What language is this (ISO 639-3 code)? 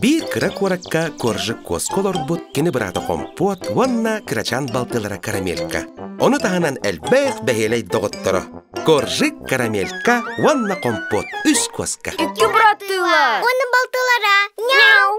sah